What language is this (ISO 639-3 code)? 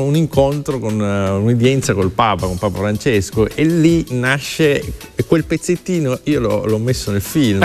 ita